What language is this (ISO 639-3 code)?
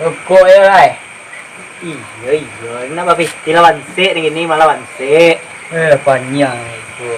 min